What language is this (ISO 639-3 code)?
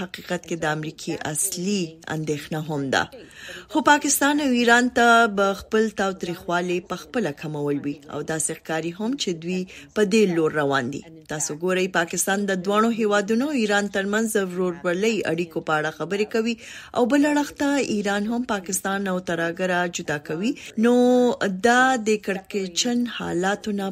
pus